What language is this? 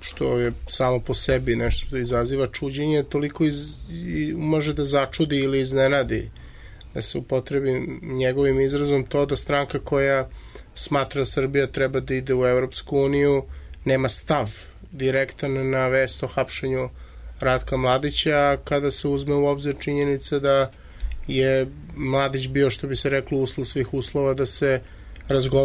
Serbian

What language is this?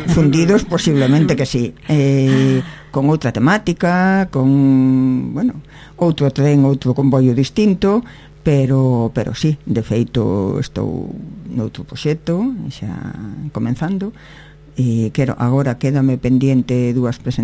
Galician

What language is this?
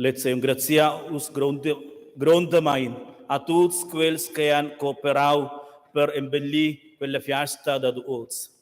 Romansh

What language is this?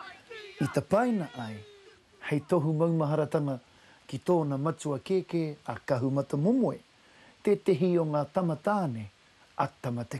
Māori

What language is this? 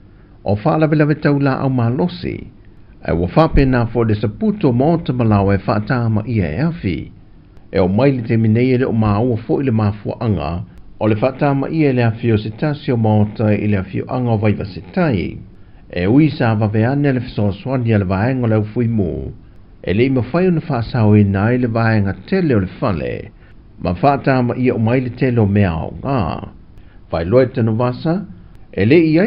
Samoan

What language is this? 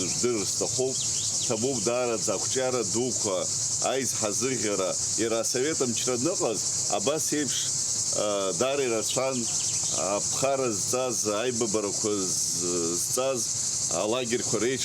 Abkhazian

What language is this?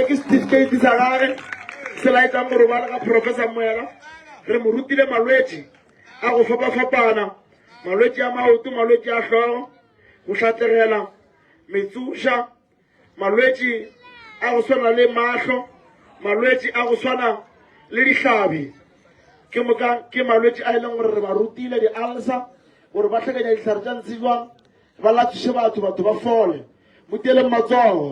Northern Sotho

